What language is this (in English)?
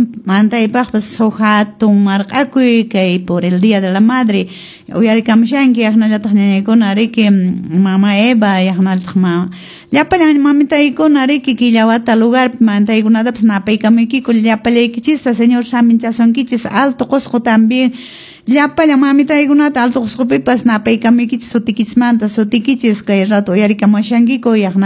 Quechua